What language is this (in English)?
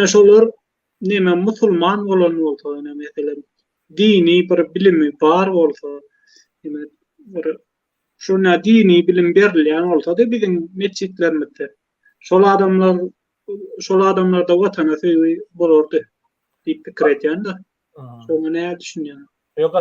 Turkmen